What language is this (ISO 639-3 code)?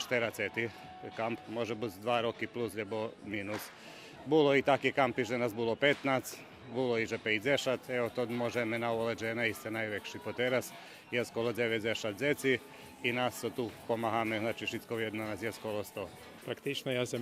rue